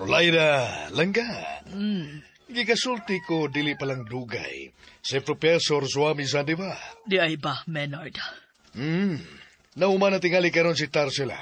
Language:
Cebuano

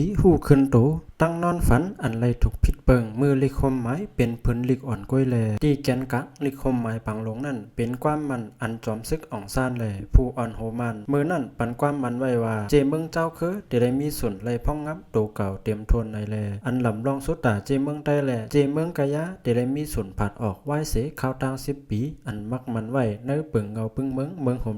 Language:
Lao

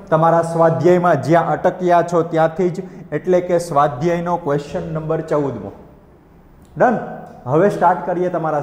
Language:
Gujarati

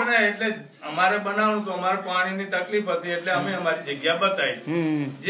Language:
Gujarati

